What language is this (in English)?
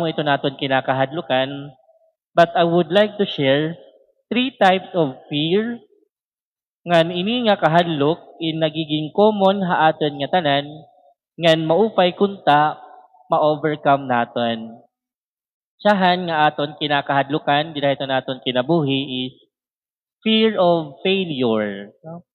Waray